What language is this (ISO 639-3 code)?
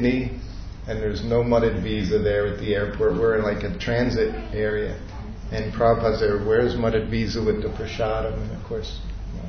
eng